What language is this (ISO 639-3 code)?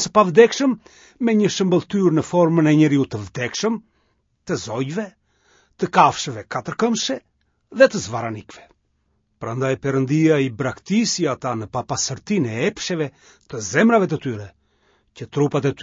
sqi